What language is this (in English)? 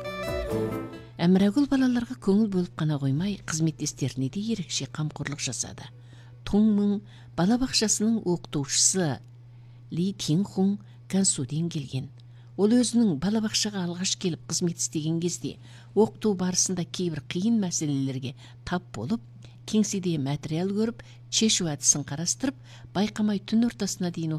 Kazakh